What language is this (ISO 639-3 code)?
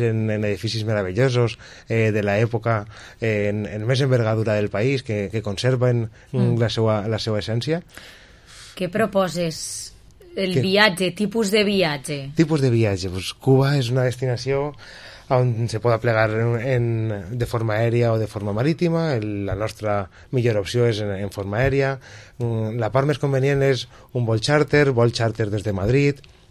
cat